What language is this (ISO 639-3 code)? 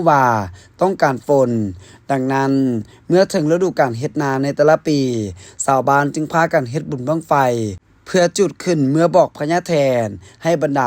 lao